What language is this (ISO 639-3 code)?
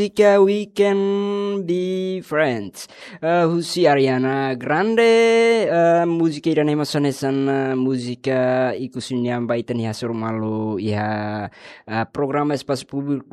tet